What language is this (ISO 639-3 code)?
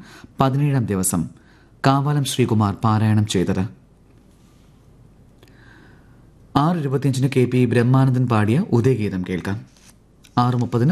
mal